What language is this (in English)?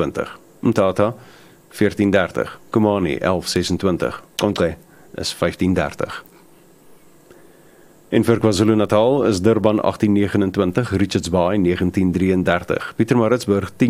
Afrikaans